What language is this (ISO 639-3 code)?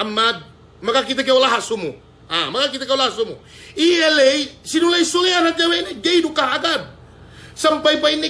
yka